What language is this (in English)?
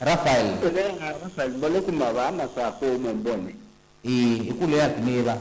Kamba